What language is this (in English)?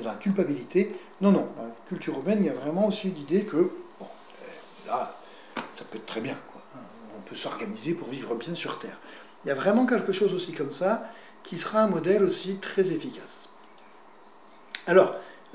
French